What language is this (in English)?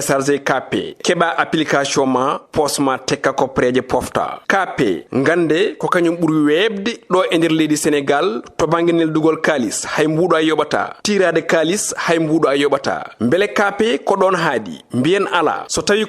Fula